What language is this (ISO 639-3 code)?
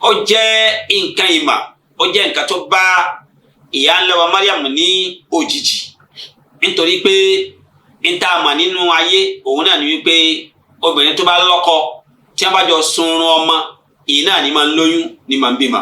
yor